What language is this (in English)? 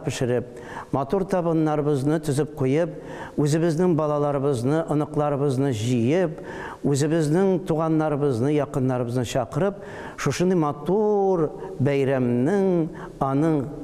Tatar